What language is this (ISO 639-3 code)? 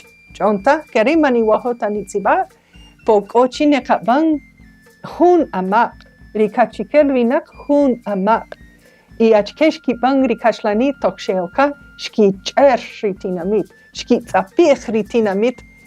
cak